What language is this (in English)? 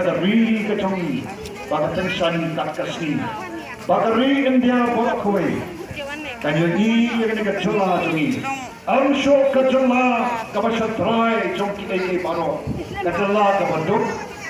Khasi